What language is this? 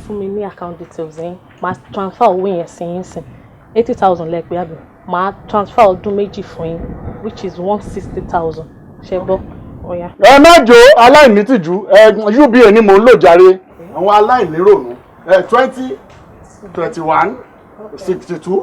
Yoruba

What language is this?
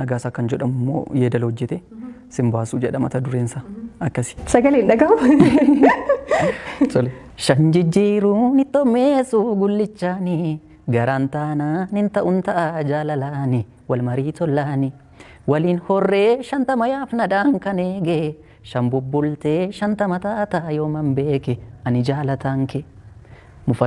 Oromo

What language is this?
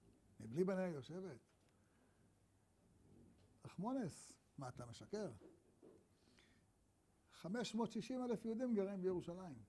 Hebrew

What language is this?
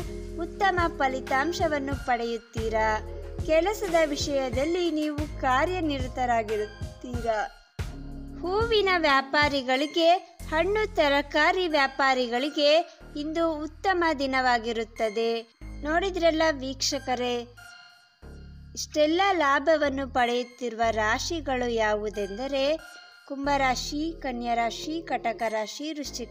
Kannada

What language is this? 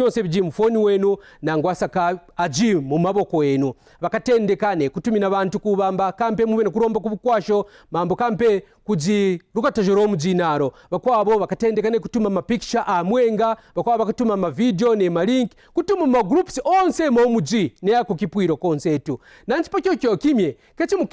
Kaonde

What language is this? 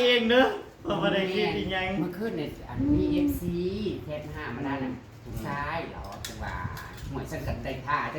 Northeastern Thai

